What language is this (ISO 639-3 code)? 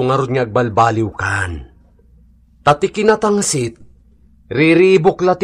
ilo